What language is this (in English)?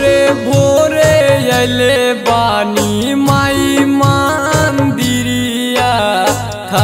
Bhojpuri